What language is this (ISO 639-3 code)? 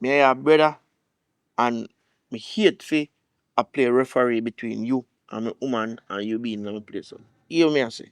jam